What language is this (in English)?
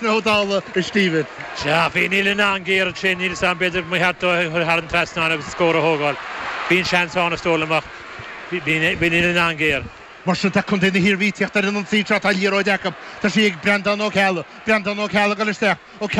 Irish